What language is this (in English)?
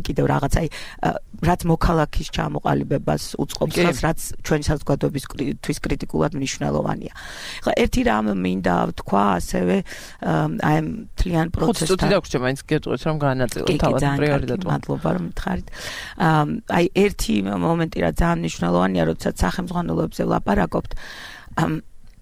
Georgian